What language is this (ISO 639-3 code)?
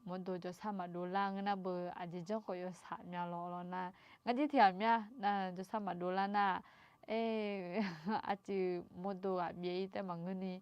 ahk